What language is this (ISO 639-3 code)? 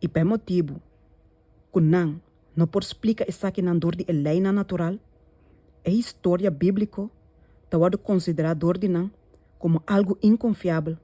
pap